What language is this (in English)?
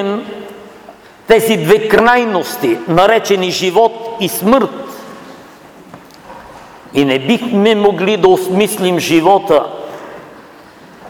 Bulgarian